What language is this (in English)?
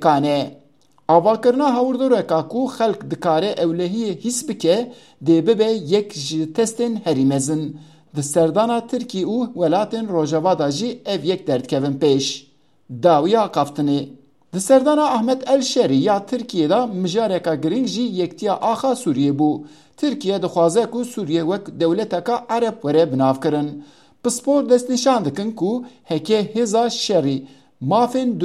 Kurdish